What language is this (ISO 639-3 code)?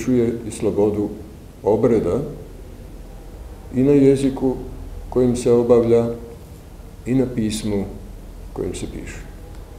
hrv